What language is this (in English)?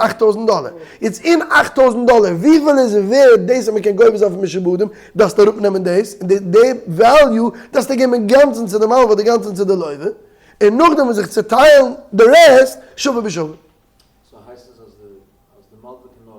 Yiddish